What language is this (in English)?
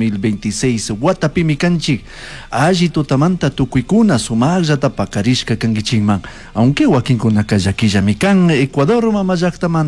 Chimborazo Highland Quichua